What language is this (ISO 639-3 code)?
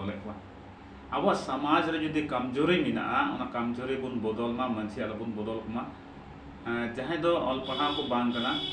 sat